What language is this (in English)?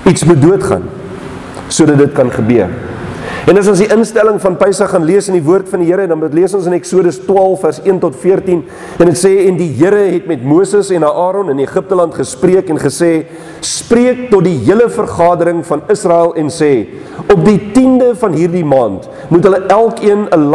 Afrikaans